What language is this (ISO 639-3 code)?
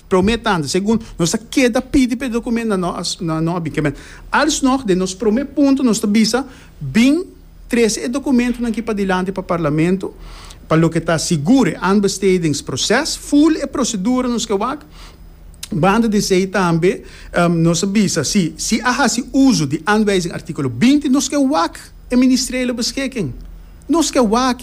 pap